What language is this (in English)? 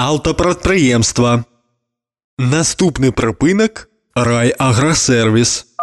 Belarusian